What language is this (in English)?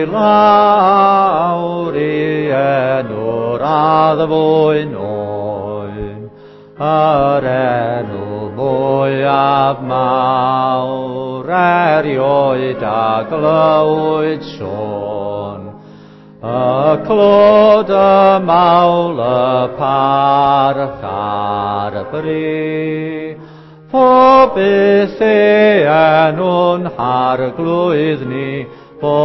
Welsh